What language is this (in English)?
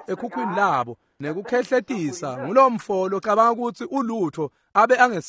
Swati